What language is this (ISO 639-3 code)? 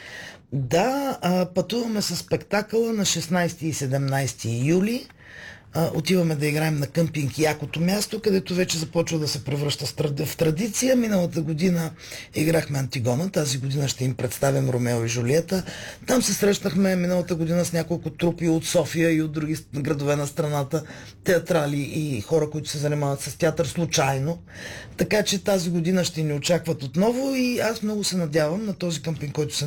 bul